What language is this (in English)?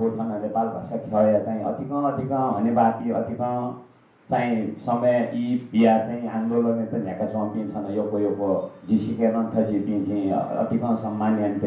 Newari